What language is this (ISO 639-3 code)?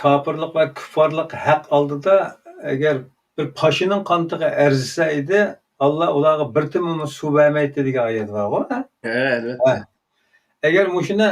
uig